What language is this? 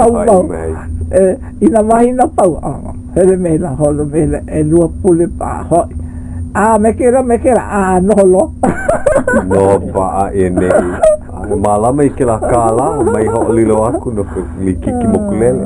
Hawaiian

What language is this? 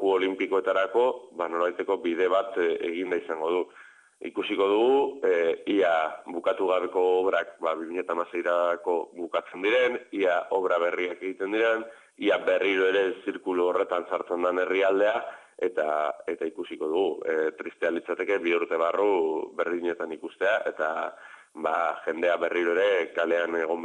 Basque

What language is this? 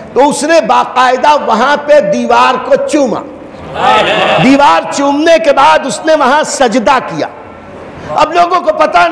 Urdu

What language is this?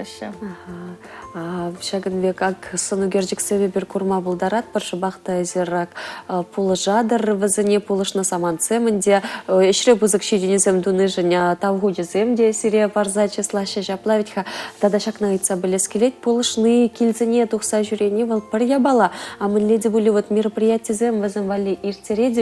Chuvash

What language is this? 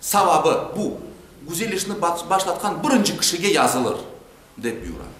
Crimean Tatar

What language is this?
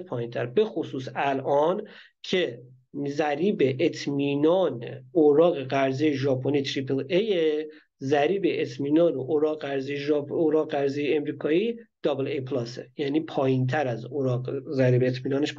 Persian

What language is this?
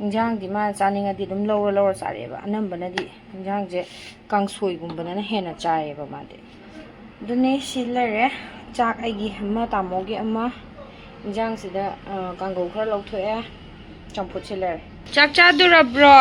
Manipuri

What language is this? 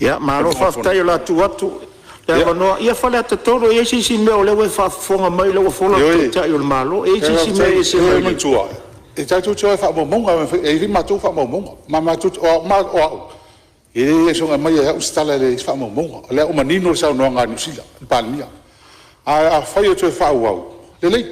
Samoan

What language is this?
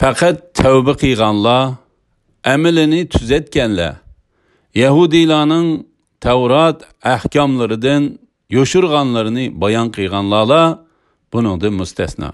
Uyghur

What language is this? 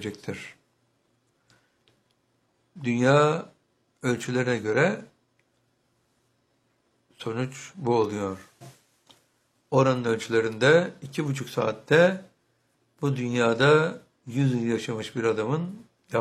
Turkish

